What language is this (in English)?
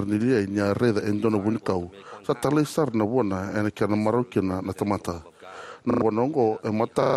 Fijian